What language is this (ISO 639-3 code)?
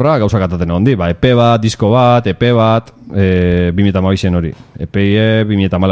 eus